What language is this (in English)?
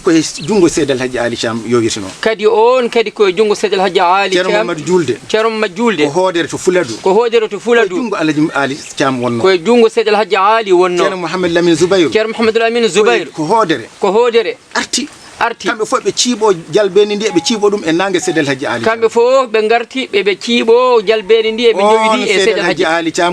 Fula